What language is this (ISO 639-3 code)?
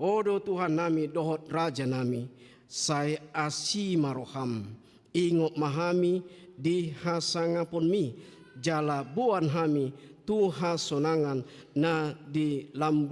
bbc